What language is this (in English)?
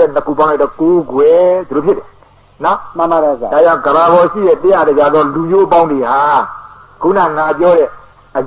Burmese